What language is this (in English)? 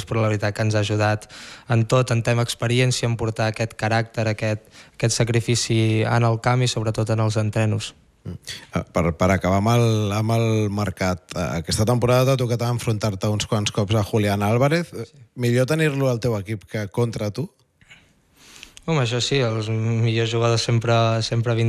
Catalan